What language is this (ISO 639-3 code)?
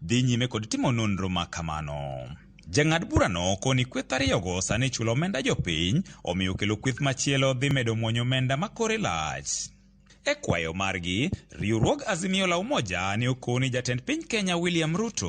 luo